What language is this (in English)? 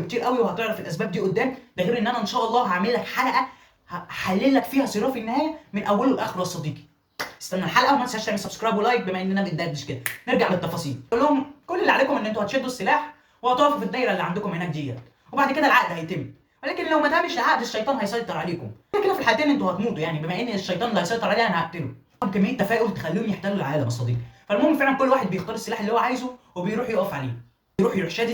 Egyptian Arabic